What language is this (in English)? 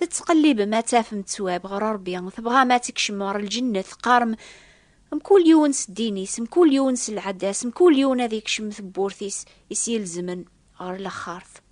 Kabyle